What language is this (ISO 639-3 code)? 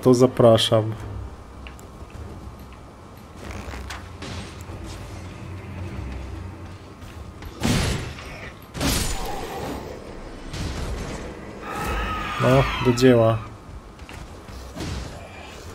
pol